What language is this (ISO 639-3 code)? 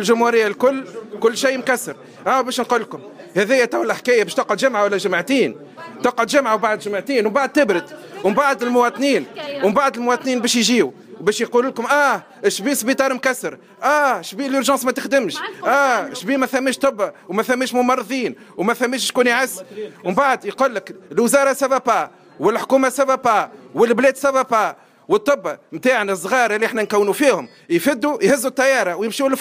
aeb